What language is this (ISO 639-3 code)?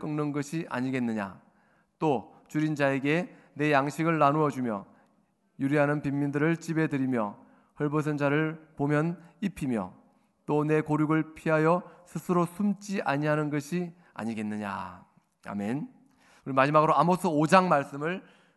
kor